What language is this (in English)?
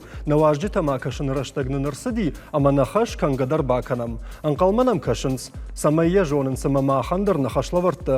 Ossetic